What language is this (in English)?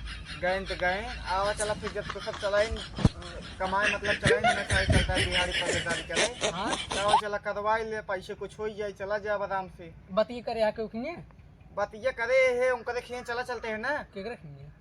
Awadhi